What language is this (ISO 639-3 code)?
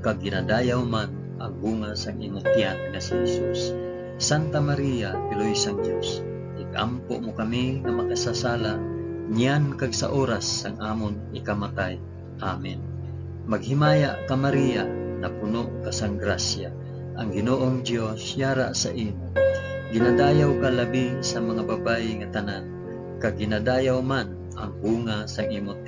hil